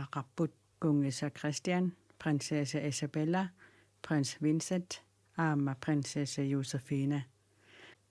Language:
Kalaallisut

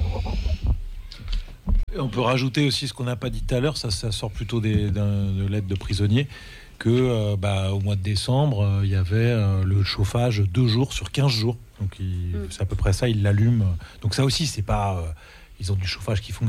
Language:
French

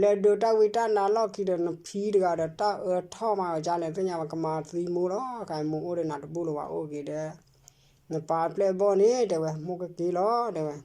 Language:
S'gaw Karen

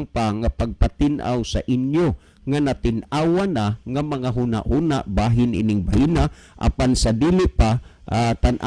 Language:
Cebuano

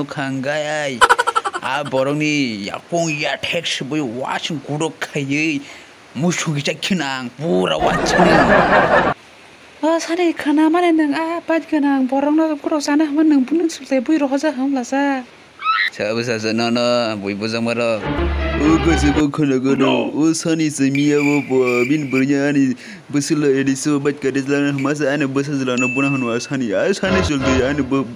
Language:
Kok Borok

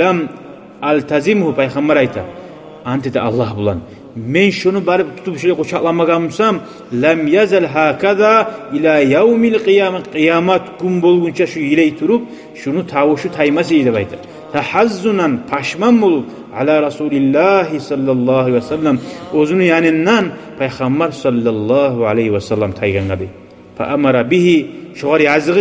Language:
Kumyk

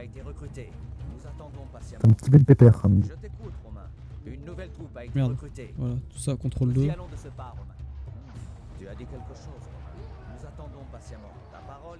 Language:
French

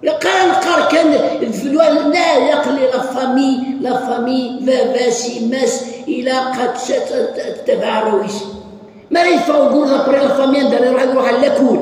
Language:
Kabyle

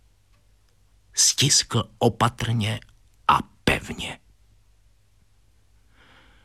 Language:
Czech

